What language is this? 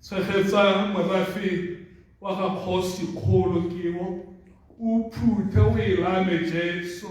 Tswana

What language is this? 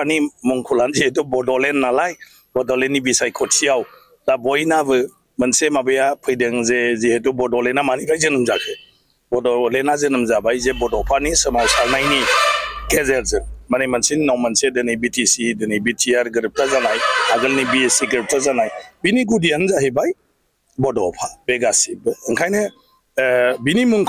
Bodo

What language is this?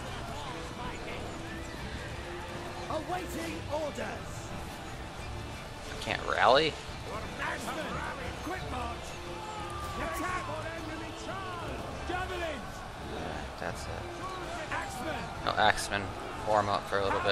English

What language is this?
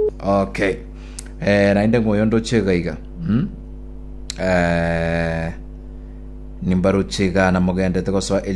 Gusii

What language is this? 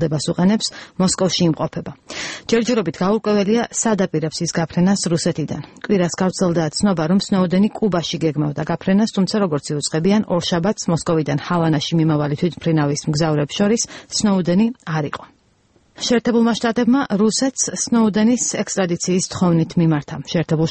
Georgian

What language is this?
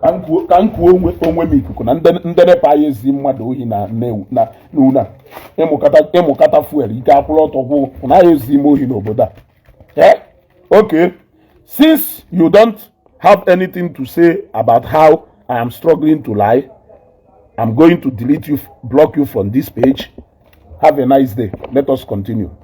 Igbo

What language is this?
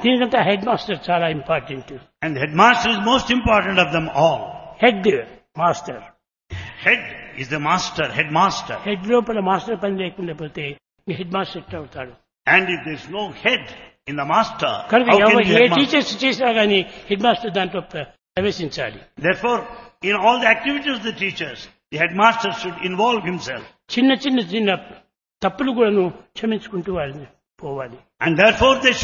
Telugu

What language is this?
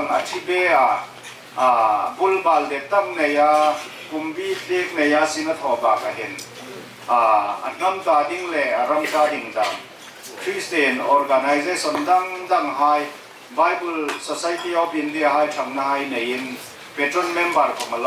Hmar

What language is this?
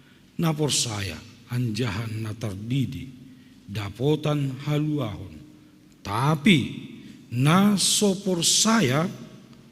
Batak Simalungun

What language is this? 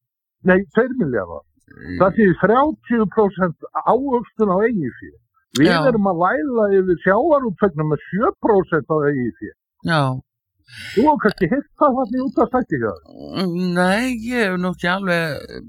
Icelandic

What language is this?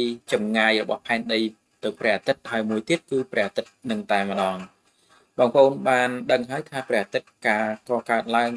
Khmer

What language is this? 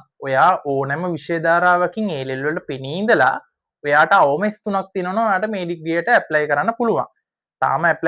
Sinhala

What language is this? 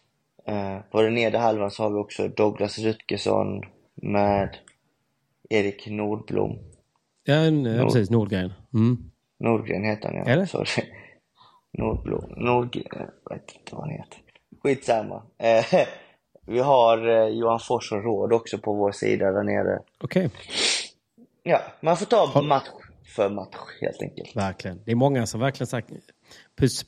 Swedish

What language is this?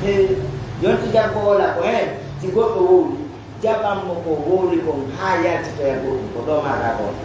Pular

